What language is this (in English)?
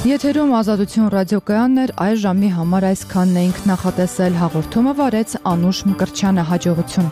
Armenian